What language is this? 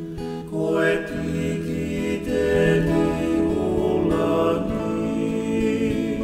Tongan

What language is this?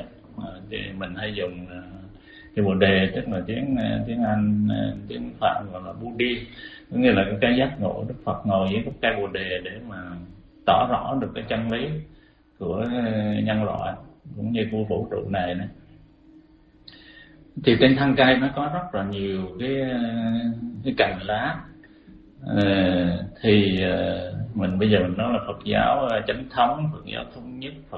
Vietnamese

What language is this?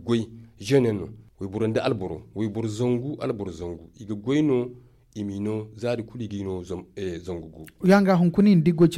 Zarma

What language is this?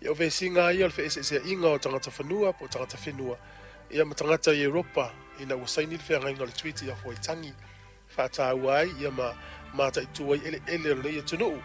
Samoan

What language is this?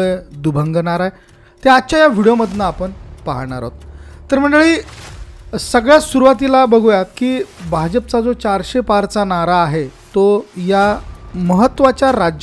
Marathi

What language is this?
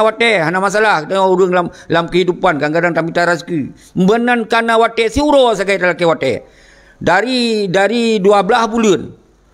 Achinese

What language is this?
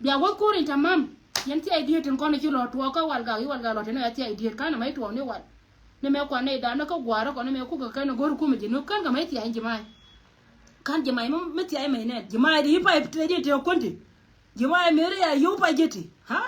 Nuer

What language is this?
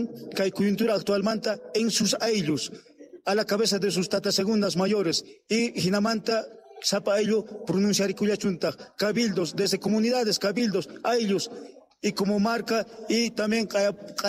South Bolivian Quechua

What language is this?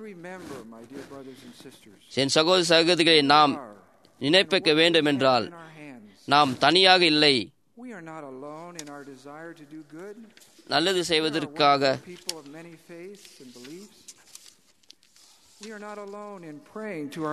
Tamil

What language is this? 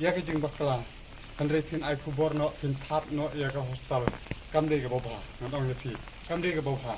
Khasi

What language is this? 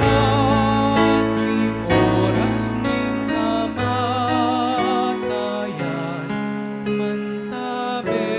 Pampanga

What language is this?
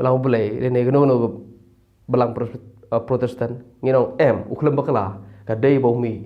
Khasi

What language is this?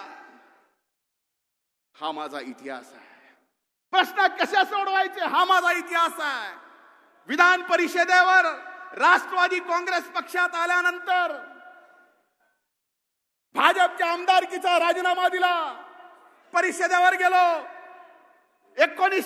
Marathi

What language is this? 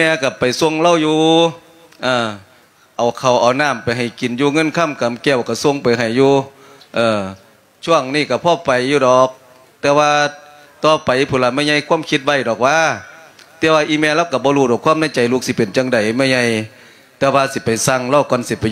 Lao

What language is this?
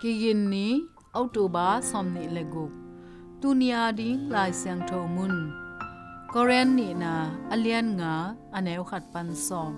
Tedim Chin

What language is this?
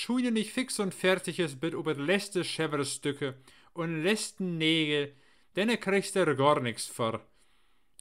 Low German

